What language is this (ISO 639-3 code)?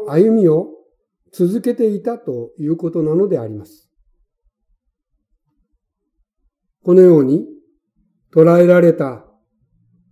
jpn